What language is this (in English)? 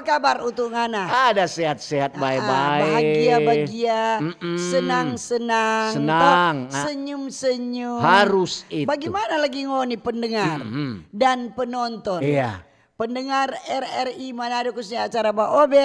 Manado Malay